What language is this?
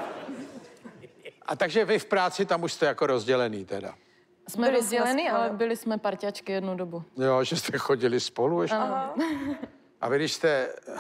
Czech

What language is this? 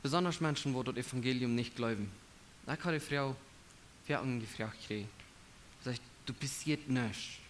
Plautdietsch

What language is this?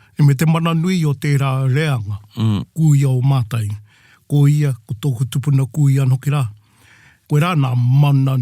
Māori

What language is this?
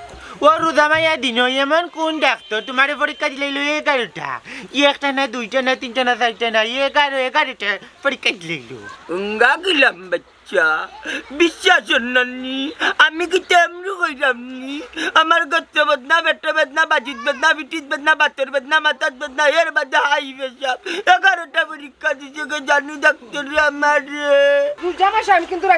Sylheti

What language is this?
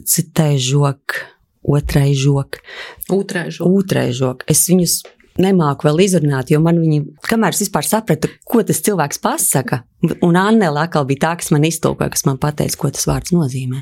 Latvian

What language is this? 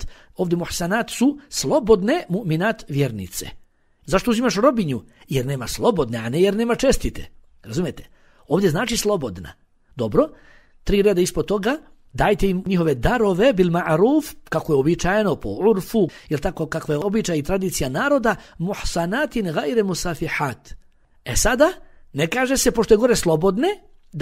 Bosnian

